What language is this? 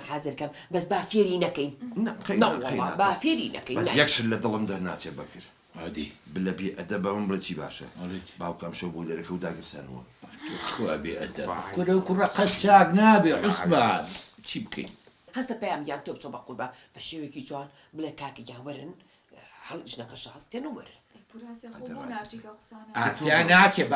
Central Kurdish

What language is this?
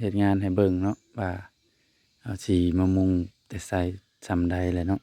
Northeastern Thai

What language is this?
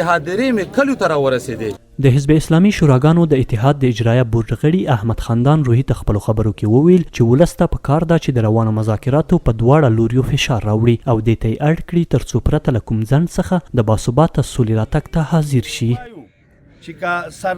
Pashto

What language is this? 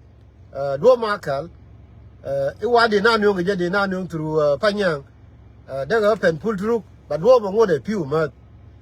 Nuer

